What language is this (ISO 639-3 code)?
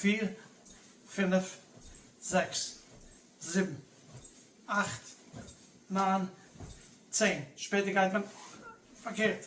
yid